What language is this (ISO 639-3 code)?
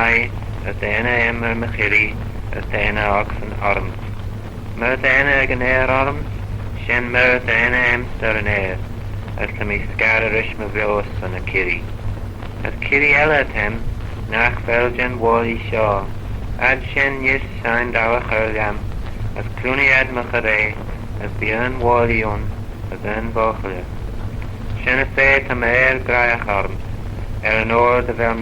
glv